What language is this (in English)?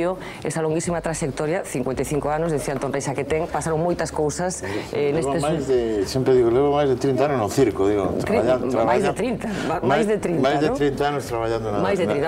Galician